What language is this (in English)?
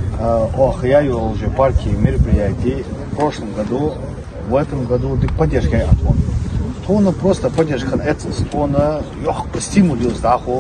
Ingush